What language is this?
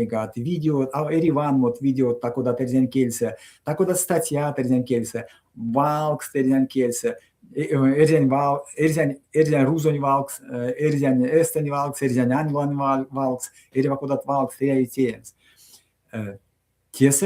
Erzya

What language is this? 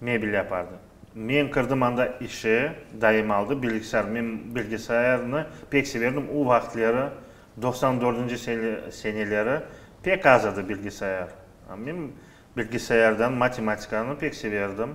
Crimean Tatar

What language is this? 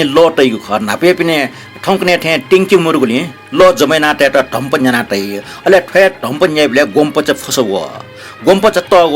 Newari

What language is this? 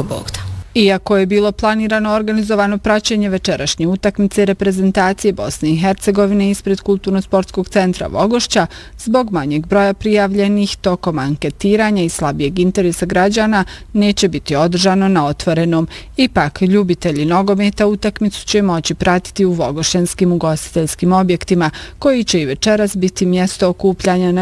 Bosnian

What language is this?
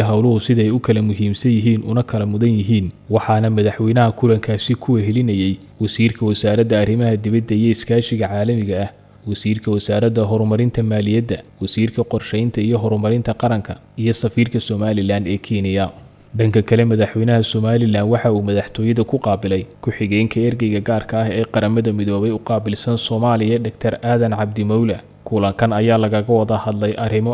Somali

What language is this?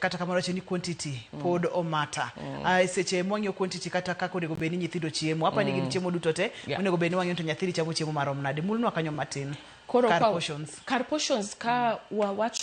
Luo (Kenya and Tanzania)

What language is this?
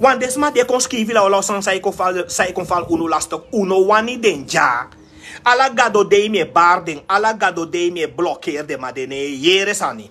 Sranan Tongo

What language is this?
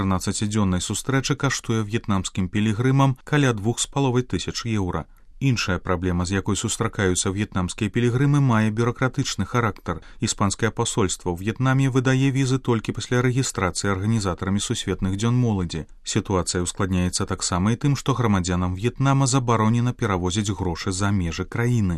Belarusian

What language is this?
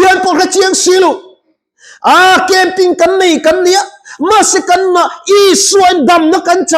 Mizo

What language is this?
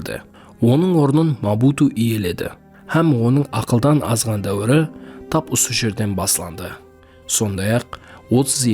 Kara-Kalpak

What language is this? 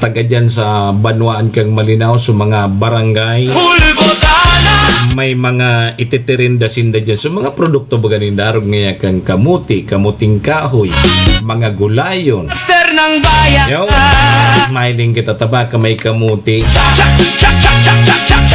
Bikol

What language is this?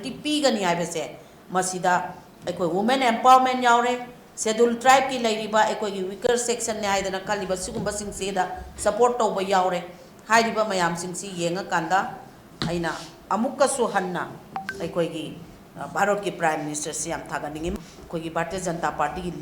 Manipuri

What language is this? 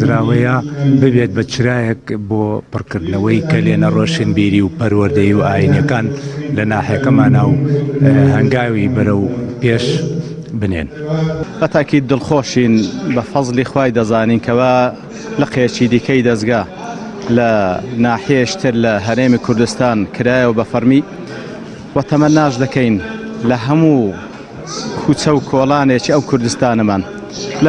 Central Kurdish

